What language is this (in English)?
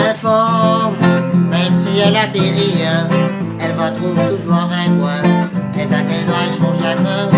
Réunion Creole French